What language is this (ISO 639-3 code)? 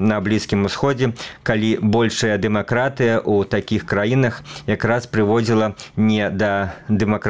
bel